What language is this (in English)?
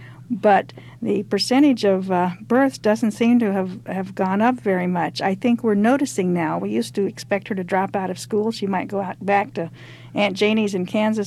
English